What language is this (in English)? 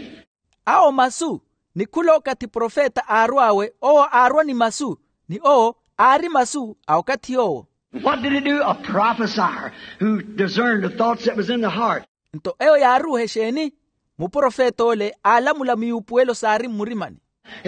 Makhuwa